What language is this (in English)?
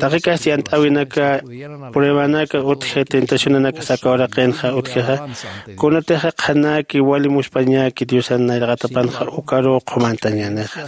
Aymara